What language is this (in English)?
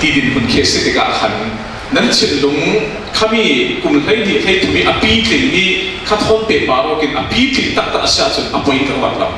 Falam Chin